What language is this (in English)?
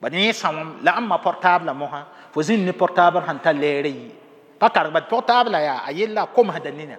Mossi